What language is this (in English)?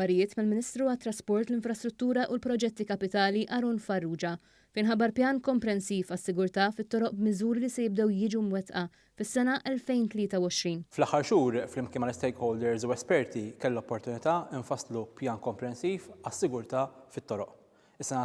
Maltese